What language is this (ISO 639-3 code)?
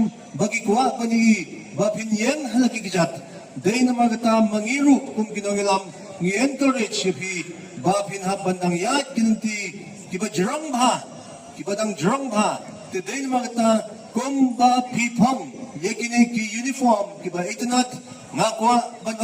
kha